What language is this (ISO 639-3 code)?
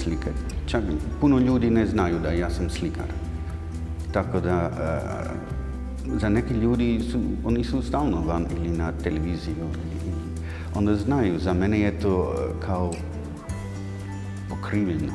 hrv